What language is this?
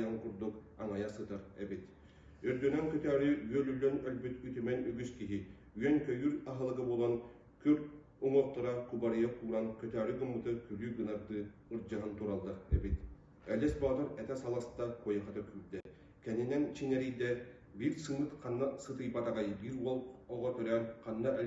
Yakut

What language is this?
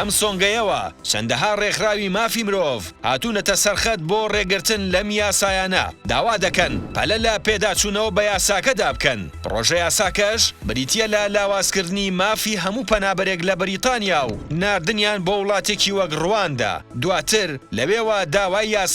Central Kurdish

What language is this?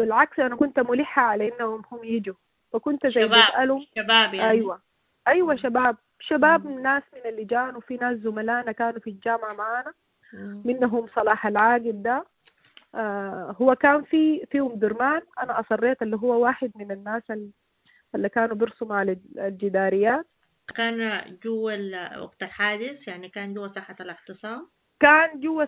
Sudanese Arabic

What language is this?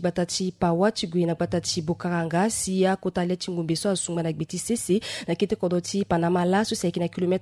Sango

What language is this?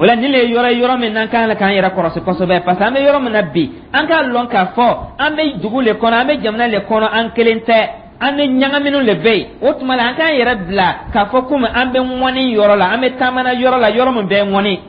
Dyula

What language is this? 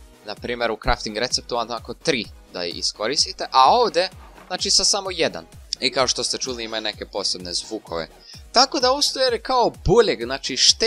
Croatian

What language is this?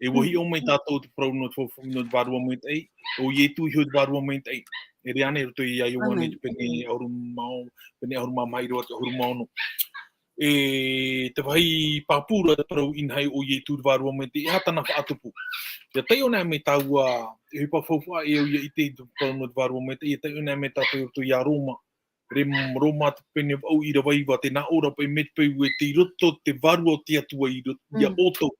Tahitian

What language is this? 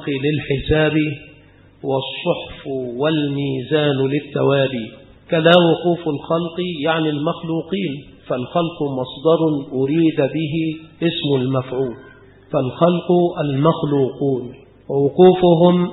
Arabic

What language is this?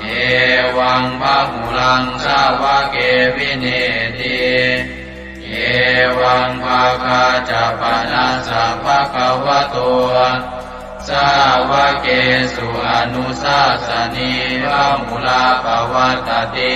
Pali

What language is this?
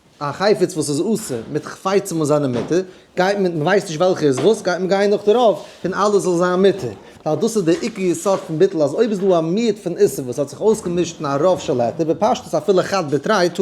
Yiddish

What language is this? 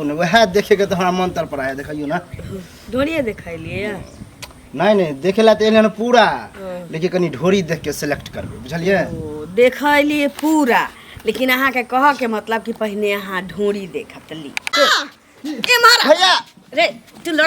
Maithili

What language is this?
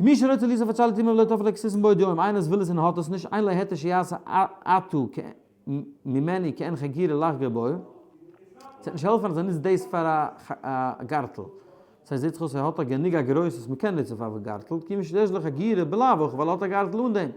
Yiddish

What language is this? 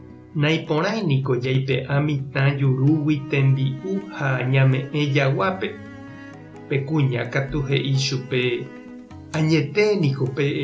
Guarani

